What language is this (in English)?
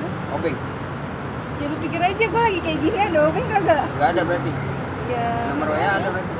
Betawi